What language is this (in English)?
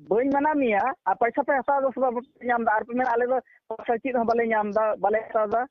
Santali